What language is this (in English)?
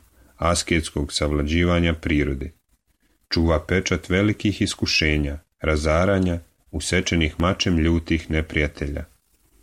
Serbian